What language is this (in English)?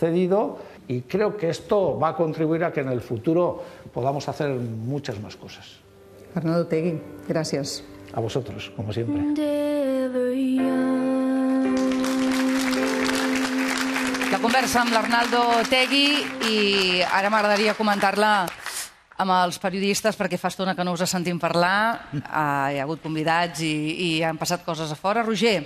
Catalan